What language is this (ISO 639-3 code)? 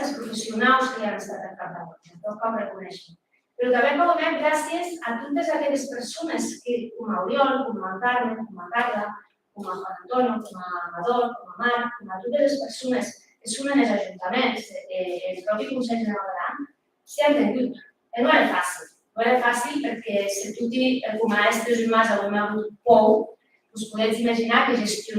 oci